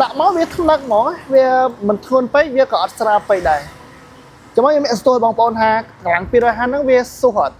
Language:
Khmer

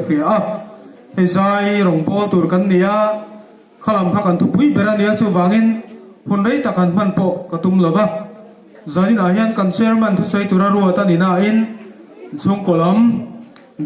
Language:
Hmar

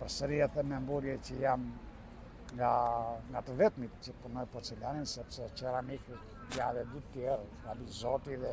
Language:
Albanian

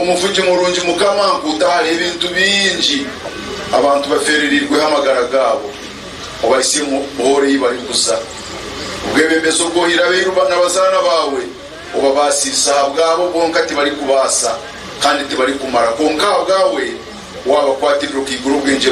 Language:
Nyankole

